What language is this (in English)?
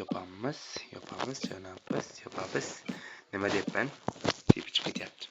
Uzbek